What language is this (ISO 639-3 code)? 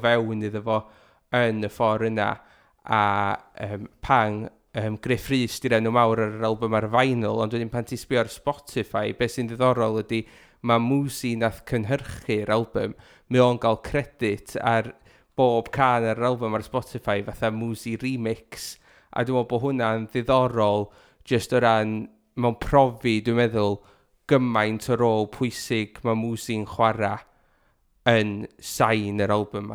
cym